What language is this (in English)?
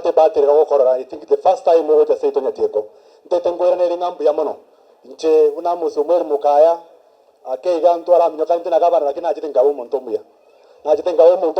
Gusii